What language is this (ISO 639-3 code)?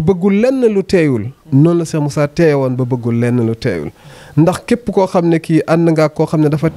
wol